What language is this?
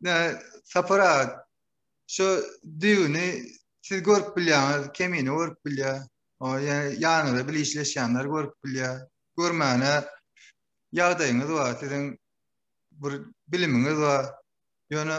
Turkmen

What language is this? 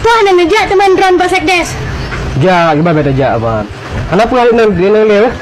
Achinese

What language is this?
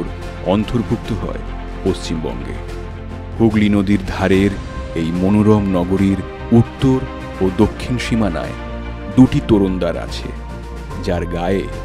Bangla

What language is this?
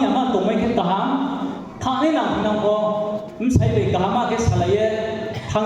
Riang (India)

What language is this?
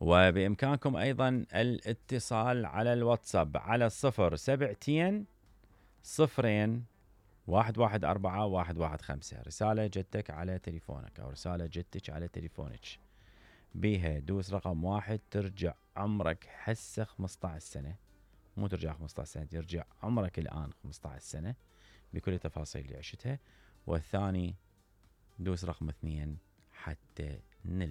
Mesopotamian Arabic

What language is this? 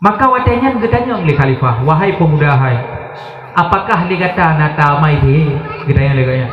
Achinese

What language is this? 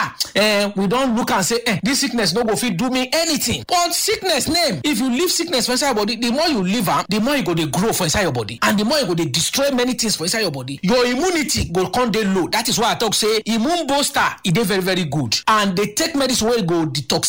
Nigerian Pidgin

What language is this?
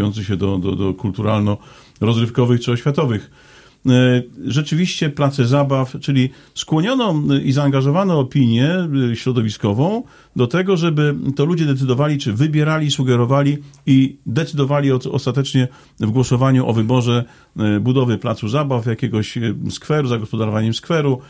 Polish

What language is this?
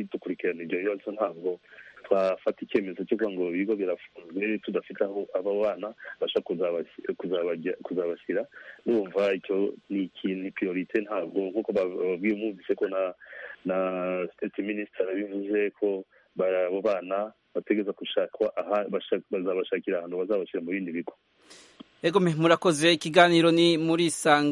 Kinyarwanda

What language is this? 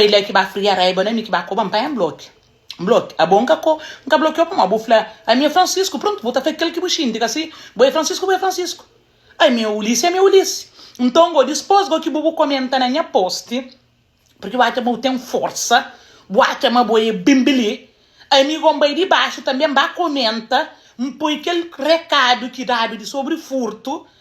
Kabuverdianu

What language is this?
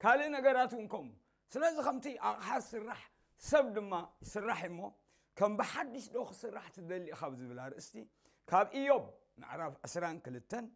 Tigrinya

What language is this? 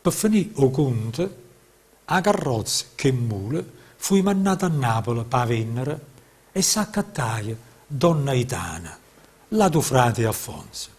Neapolitan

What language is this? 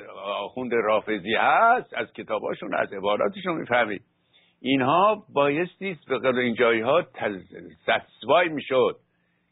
Persian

